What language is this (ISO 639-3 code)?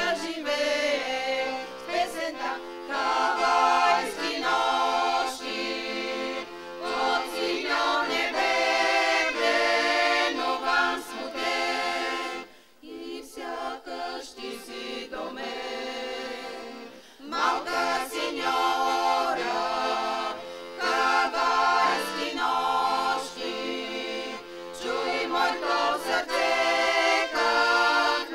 bul